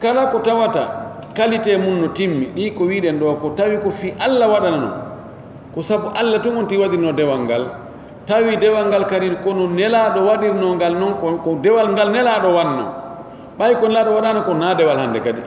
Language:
Pular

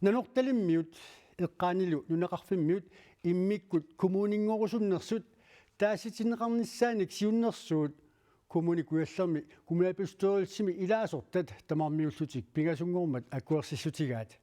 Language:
Kalaallisut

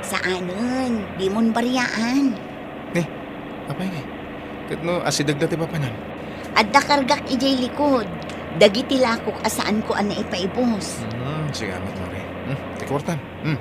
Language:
Iloko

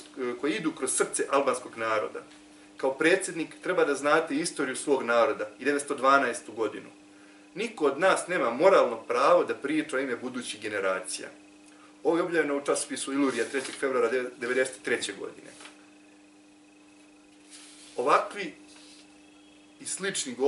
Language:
Serbian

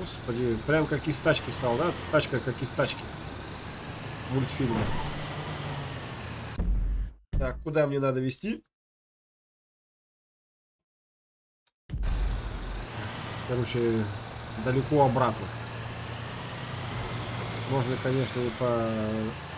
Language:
Russian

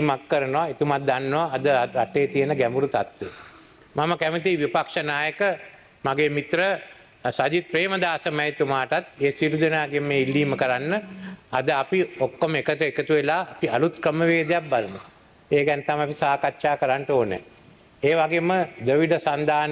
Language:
Sinhala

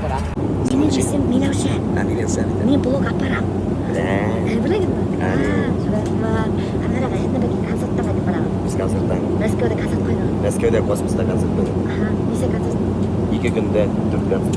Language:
Bashkir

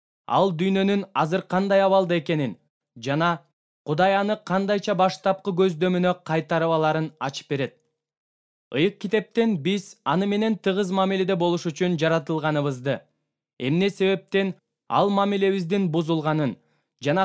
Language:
Kyrgyz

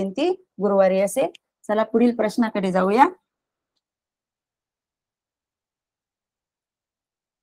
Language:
Marathi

